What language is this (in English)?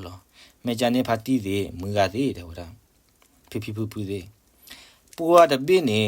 S'gaw Karen